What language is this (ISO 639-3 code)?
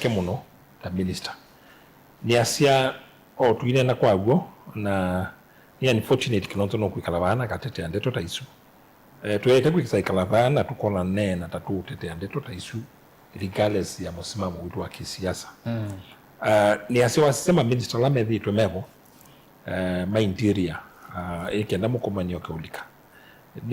kam